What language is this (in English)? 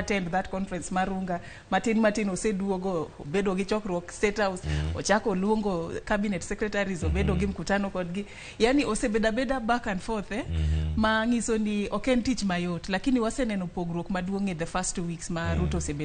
Luo (Kenya and Tanzania)